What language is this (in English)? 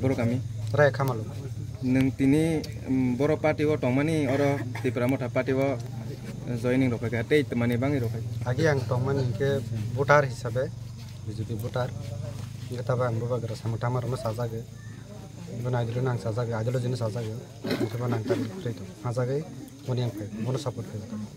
Kok Borok